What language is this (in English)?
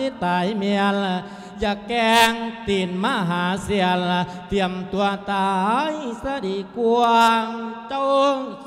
Lao